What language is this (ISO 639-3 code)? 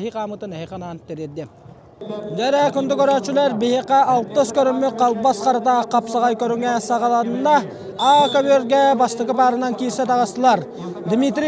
sah